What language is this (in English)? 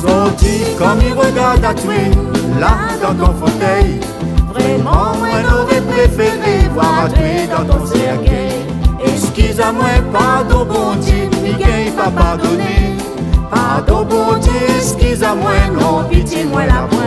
Réunion Creole French